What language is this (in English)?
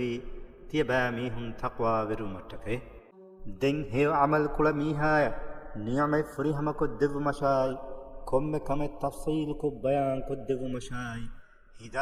Divehi